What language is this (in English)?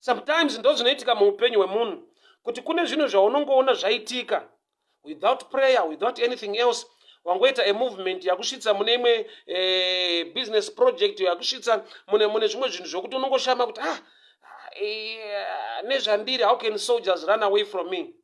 Shona